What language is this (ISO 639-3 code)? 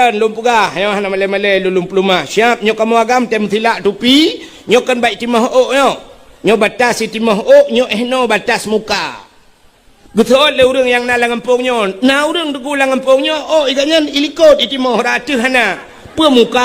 ace